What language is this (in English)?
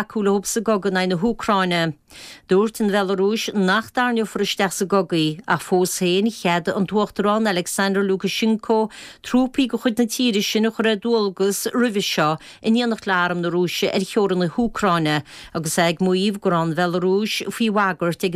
Irish